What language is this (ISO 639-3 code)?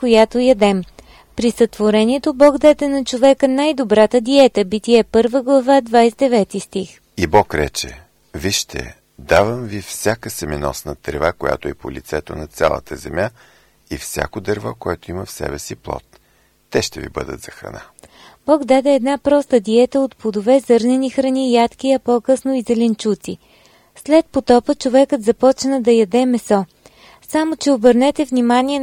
bul